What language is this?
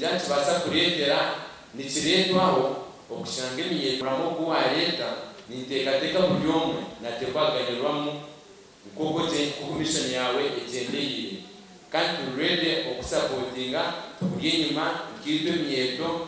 Nyankole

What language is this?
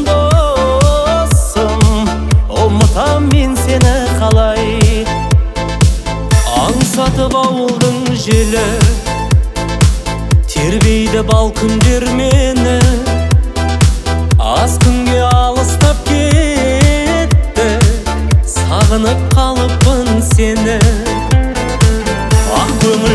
Kazakh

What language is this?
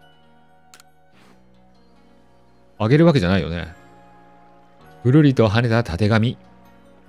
Japanese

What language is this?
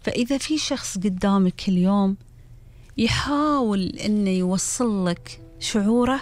Gulf Arabic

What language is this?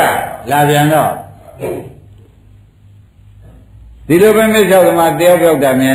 Burmese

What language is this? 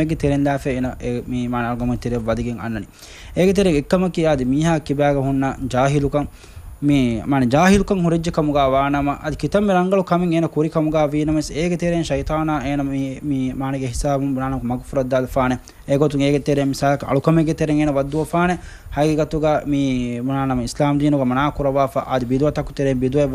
Divehi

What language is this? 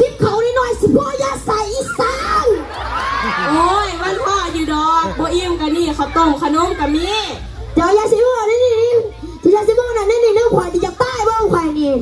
Lao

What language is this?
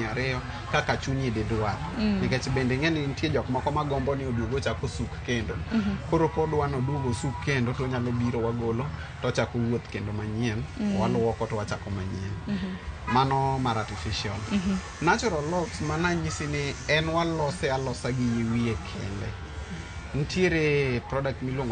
Luo (Kenya and Tanzania)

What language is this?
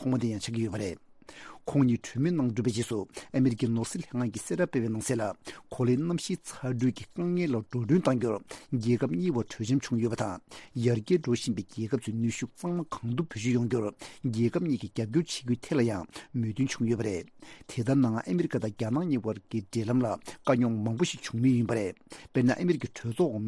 Tibetan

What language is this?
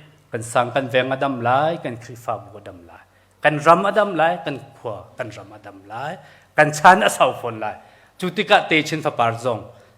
Hakha Chin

